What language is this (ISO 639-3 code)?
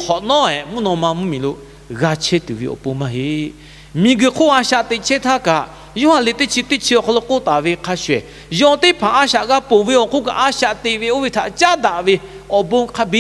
lhu